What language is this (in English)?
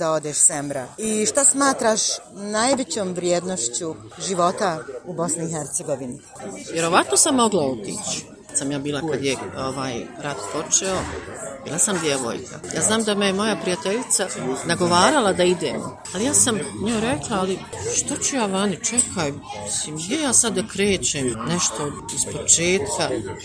Bosnian